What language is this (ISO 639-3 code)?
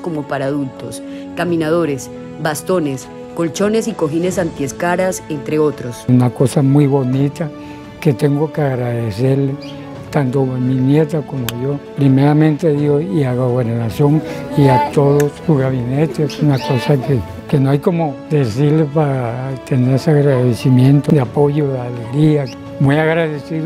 spa